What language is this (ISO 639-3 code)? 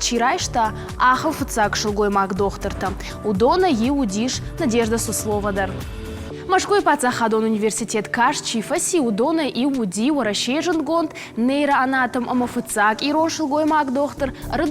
oss